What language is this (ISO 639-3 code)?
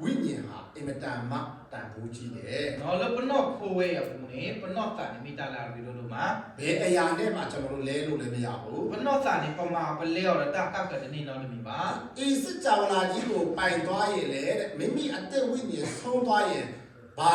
ksw